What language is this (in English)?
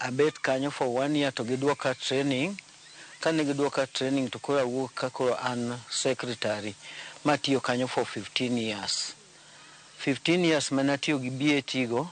Luo (Kenya and Tanzania)